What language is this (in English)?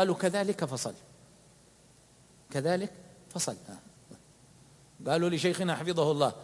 Arabic